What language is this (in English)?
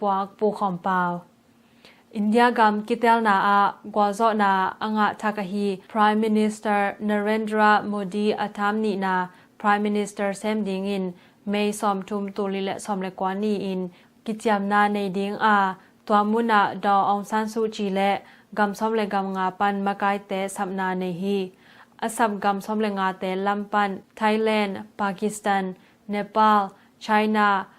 Tedim Chin